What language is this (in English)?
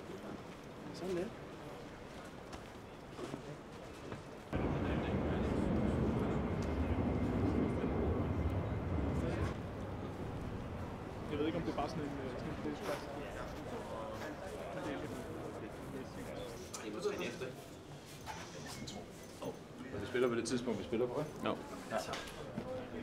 Danish